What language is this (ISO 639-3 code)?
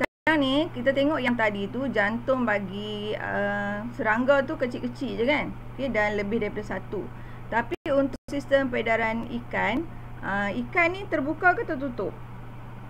msa